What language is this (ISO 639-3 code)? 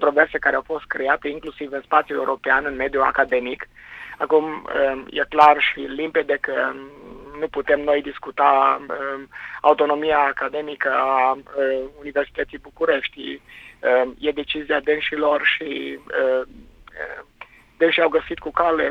ron